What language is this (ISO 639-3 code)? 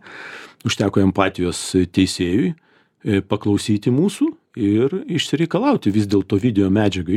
lit